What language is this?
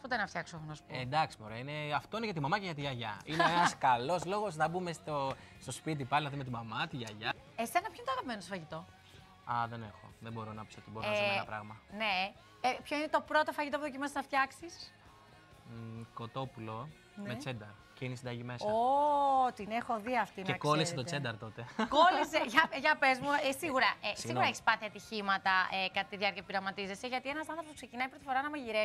Greek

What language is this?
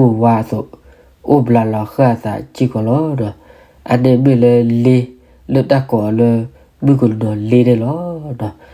S'gaw Karen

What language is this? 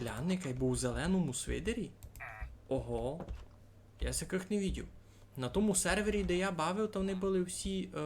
Rusyn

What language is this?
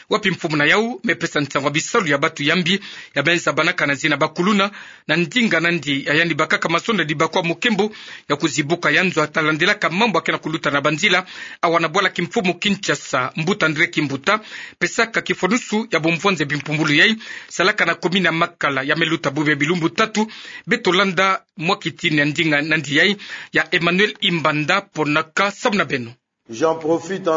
Kituba (Democratic Republic of Congo)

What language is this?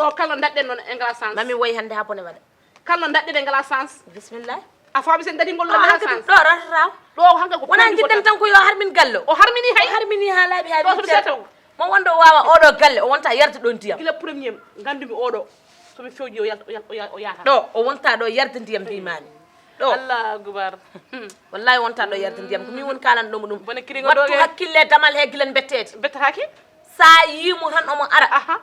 Fula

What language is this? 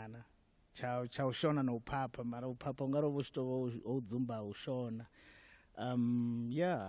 Venda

